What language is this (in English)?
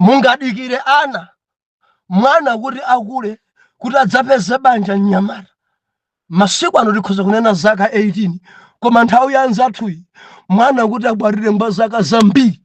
Nyanja